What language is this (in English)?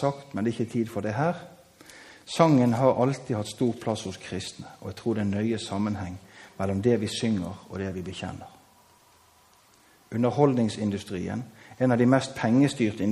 Norwegian